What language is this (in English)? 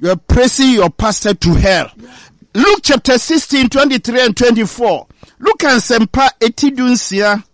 Akan